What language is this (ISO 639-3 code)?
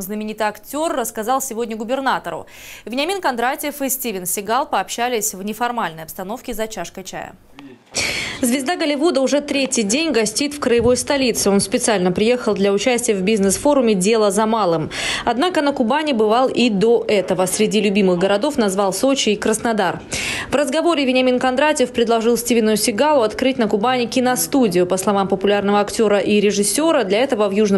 rus